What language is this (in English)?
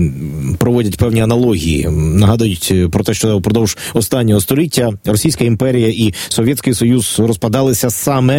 Ukrainian